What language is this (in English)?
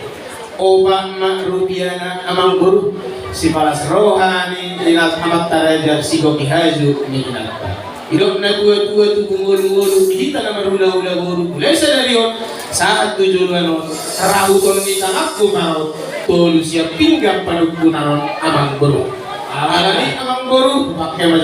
Batak Toba